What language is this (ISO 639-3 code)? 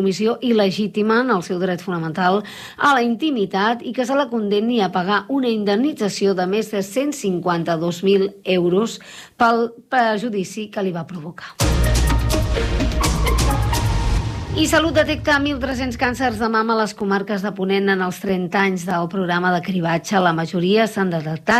cat